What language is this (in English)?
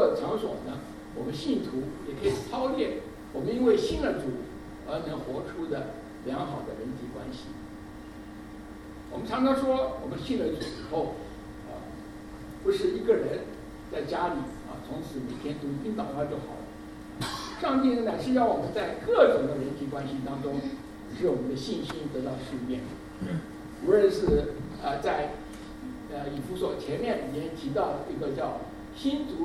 Chinese